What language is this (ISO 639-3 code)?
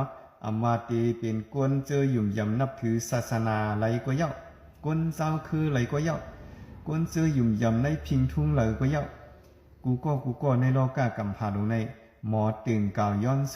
shn